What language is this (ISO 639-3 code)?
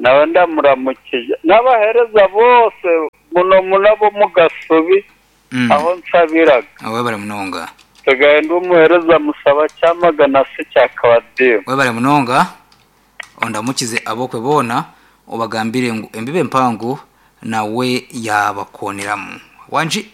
nyn